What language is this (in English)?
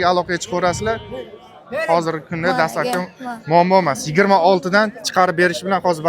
Uzbek